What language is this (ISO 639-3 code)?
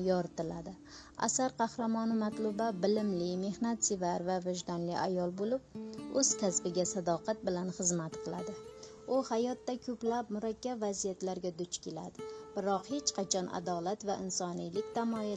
uzb